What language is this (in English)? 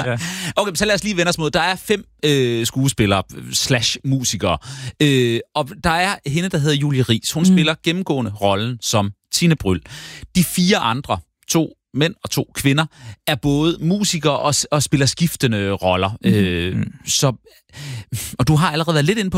Danish